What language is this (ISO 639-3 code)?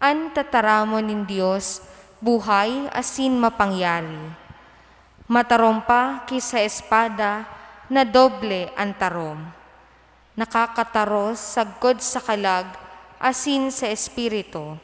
bik